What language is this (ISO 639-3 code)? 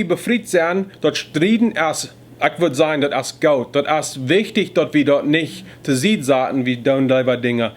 pdt